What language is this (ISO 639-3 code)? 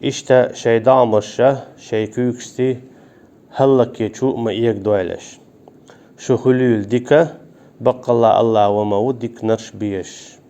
che